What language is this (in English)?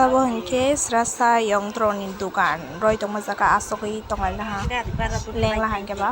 Kok Borok